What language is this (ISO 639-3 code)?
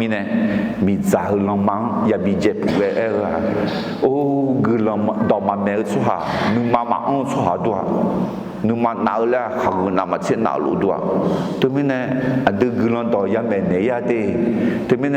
ahk